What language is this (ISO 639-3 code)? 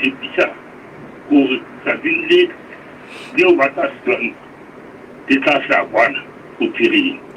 sot